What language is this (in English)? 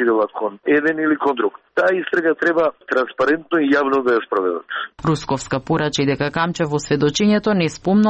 Macedonian